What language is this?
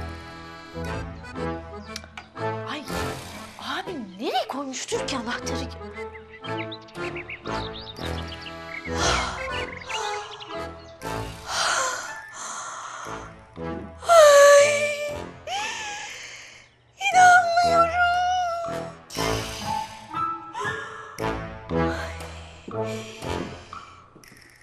Turkish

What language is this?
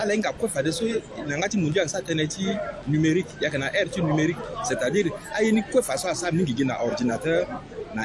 Sango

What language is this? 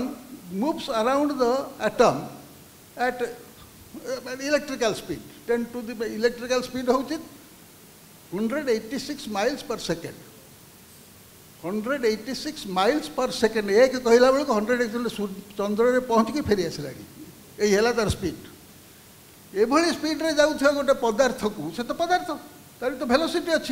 Odia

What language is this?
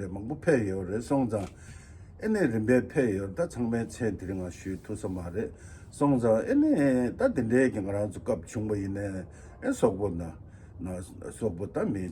Tibetan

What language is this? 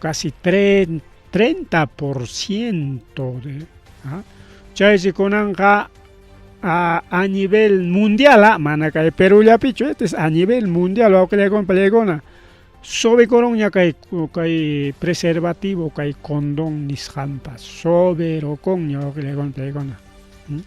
Ayacucho Quechua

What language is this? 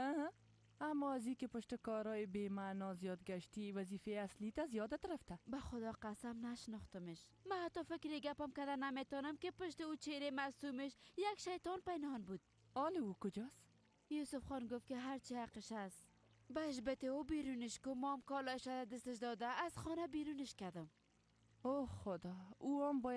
Persian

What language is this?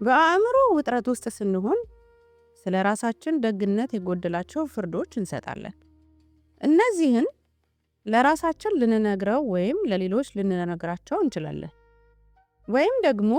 Amharic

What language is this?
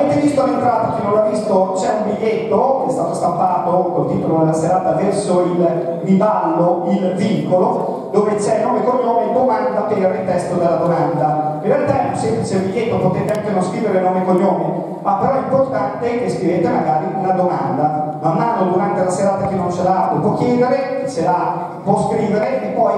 Italian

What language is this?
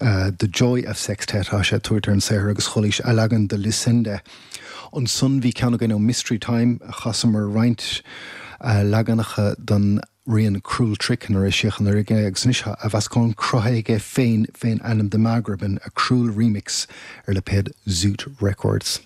Irish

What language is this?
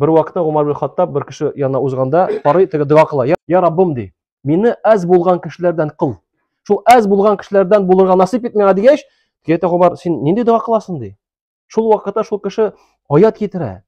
Tatar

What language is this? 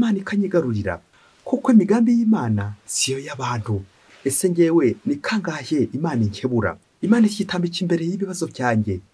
Kinyarwanda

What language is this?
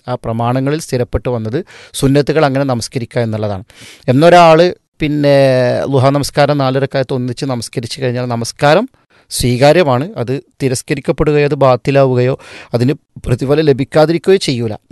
Malayalam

